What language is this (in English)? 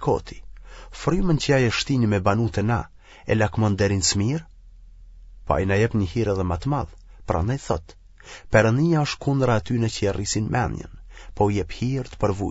Albanian